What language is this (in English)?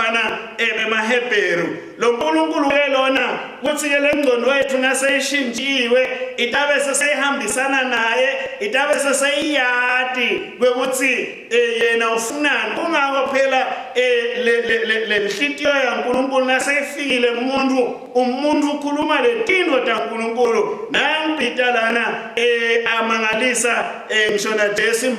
Swati